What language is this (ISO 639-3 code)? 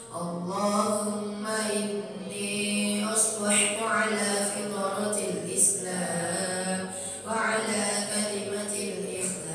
ara